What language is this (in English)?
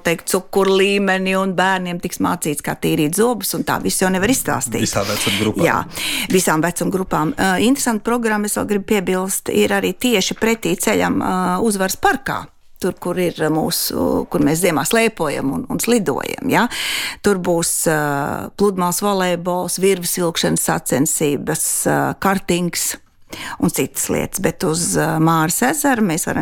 Latvian